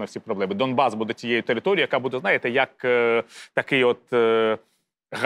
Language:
Ukrainian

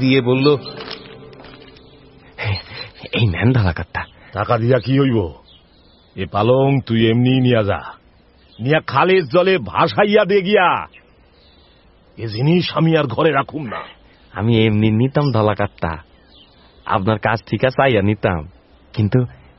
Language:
Bangla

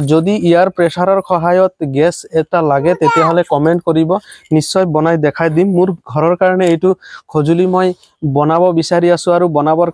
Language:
Assamese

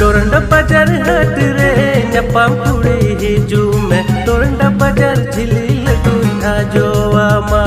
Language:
Santali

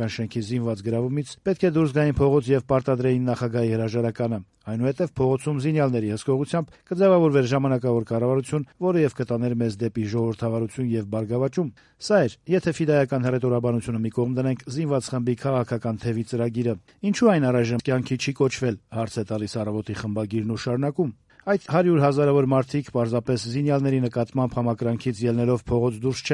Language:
Armenian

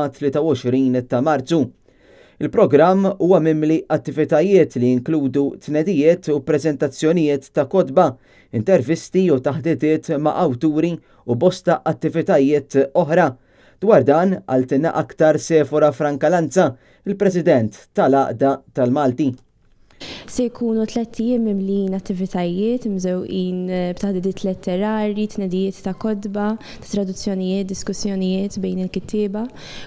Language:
Maltese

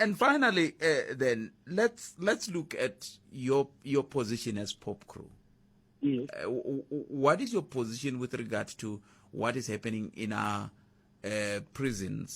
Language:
Tsonga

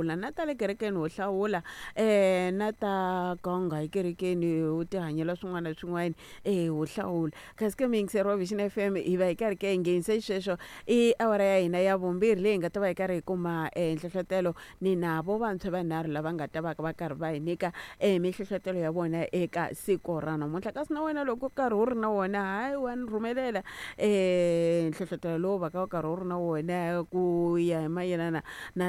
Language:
Tsonga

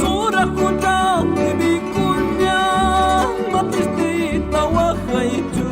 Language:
Ayacucho Quechua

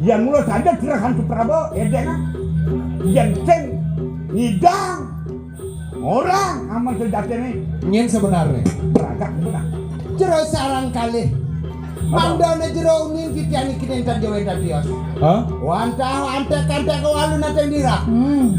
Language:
Balinese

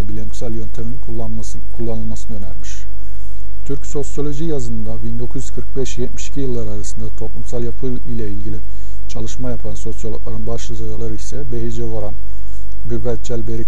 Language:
Turkish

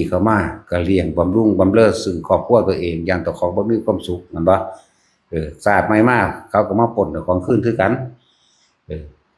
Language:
Northeastern Thai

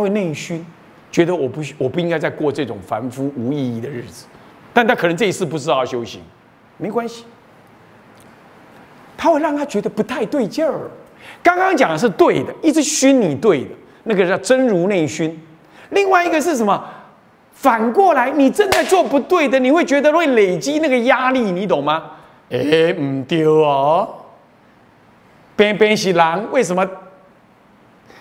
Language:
Chinese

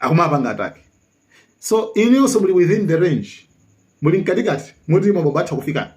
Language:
Nyanja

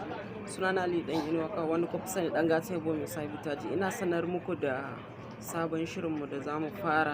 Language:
Hausa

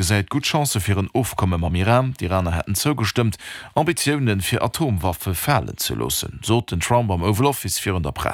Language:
Luxembourgish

